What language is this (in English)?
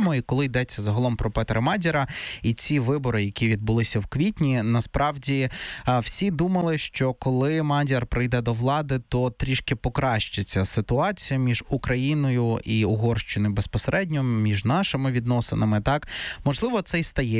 Ukrainian